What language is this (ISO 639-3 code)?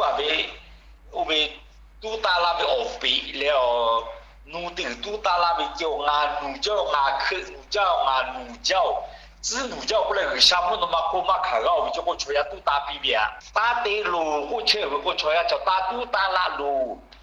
lhu